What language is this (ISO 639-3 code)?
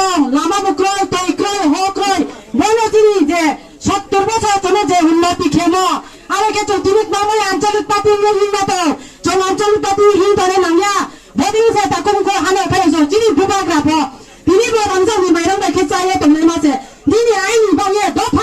trp